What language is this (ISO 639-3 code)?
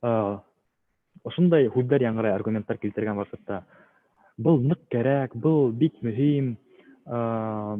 bak